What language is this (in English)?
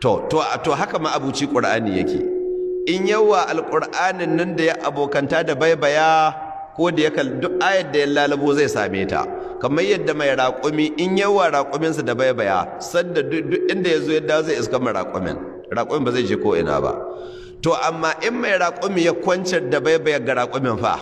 Hausa